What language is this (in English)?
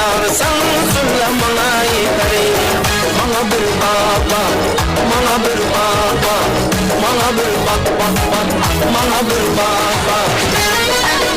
Kara-Kalpak